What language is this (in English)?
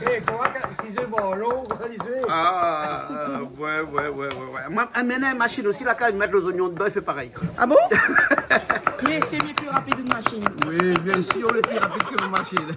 Réunion Creole French